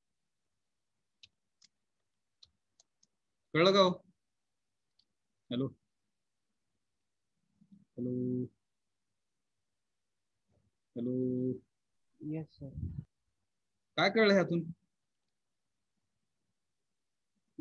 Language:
Marathi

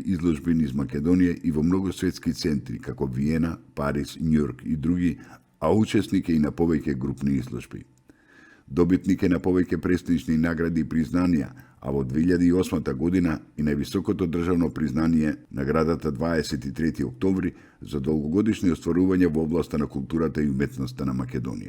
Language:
Macedonian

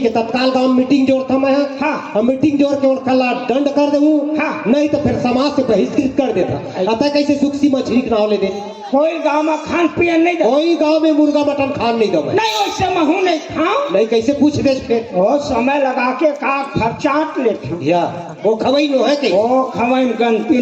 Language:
Chhattisgarhi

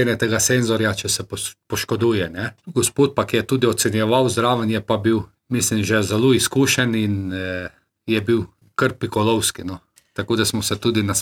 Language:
Slovenian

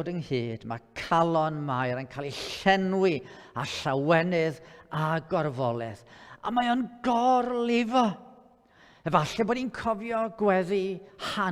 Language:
Welsh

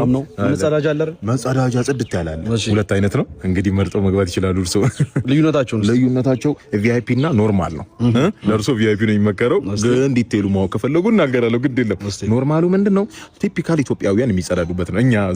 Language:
Amharic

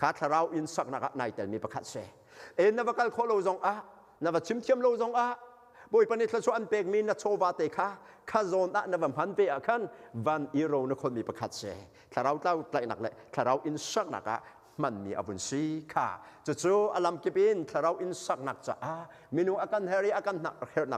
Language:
Hakha Chin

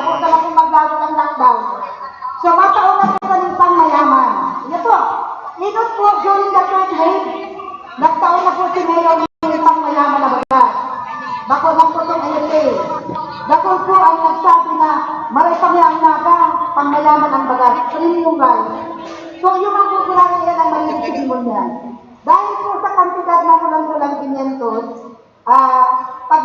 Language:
Bikol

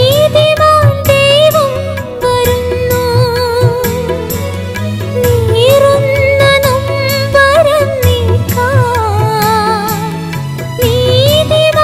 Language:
Malayalam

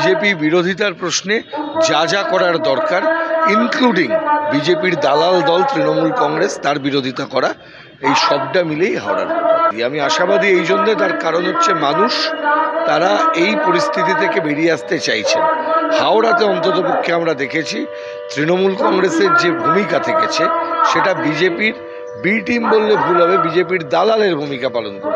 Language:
Bangla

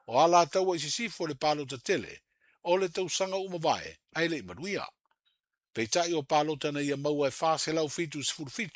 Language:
Samoan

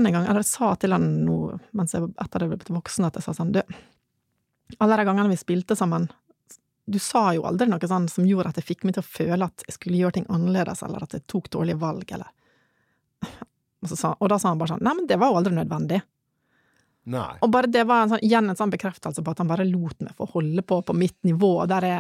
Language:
Norwegian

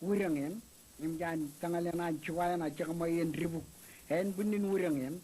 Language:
Marshallese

